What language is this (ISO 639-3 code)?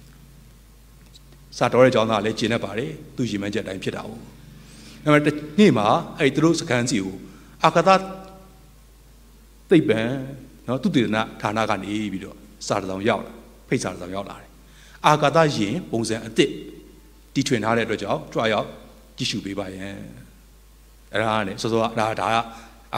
mya